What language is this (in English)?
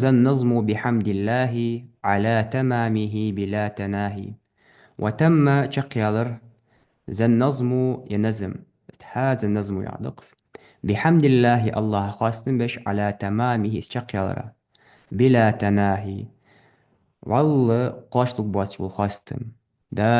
Ingush